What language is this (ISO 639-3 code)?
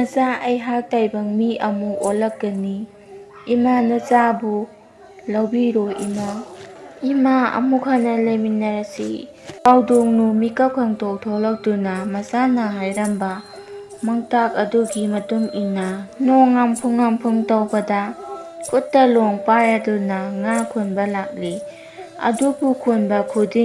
mni